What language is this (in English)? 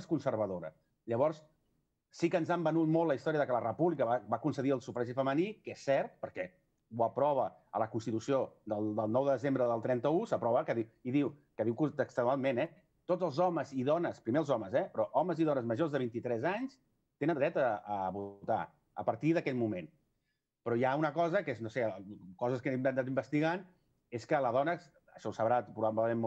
Catalan